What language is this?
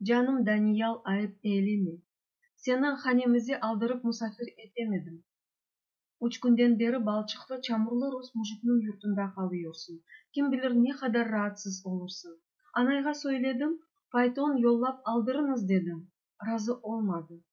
Crimean Tatar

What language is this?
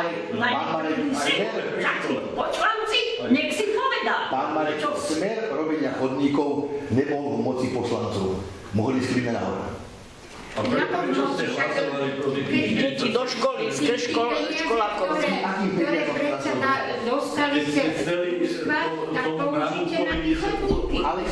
Slovak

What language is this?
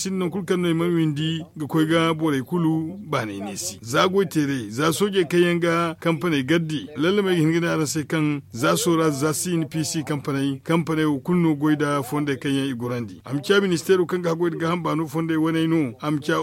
Zarma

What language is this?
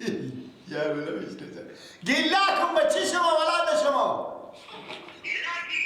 Persian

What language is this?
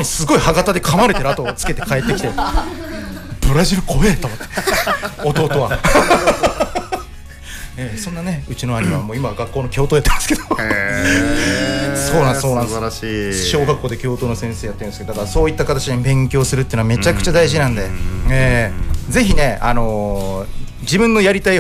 Japanese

